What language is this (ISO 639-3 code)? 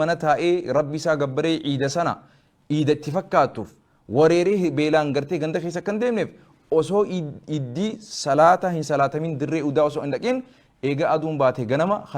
orm